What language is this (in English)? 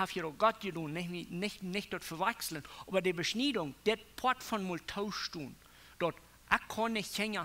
Plautdietsch